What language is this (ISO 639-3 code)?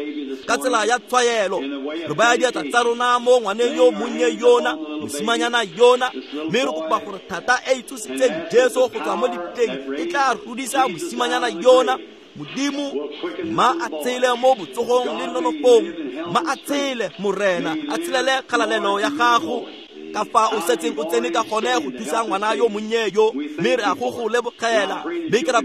tsn